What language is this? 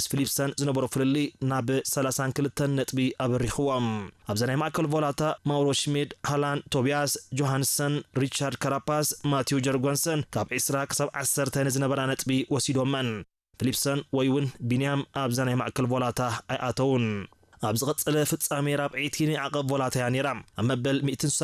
Tigrinya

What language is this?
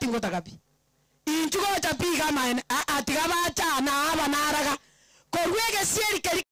Gusii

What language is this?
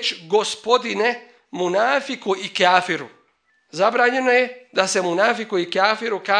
Bosnian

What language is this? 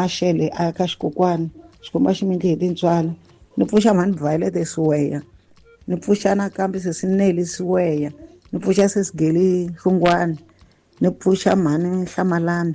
Tsonga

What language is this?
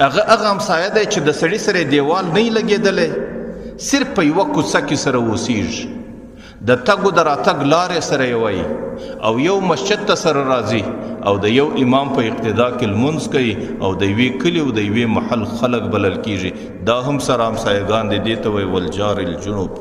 Pashto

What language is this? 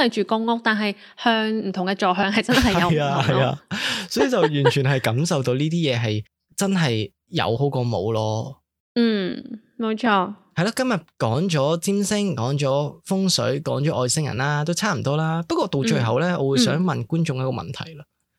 Cantonese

